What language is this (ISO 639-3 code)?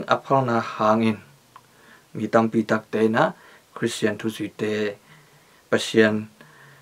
ctd